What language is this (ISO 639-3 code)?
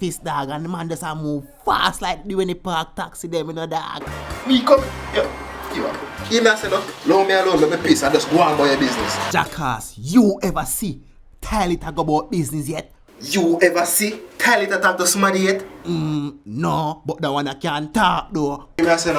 jam